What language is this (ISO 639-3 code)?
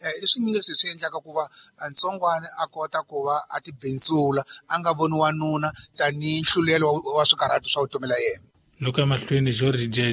tso